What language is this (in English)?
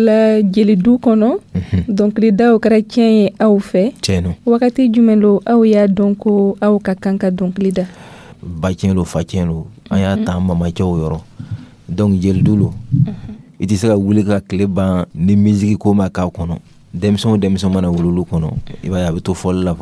Dyula